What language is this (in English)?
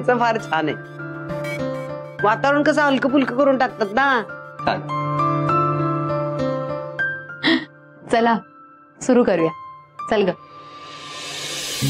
Marathi